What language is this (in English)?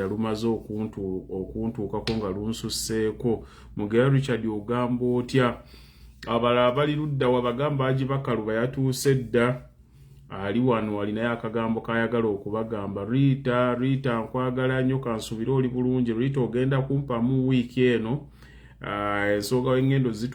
Ganda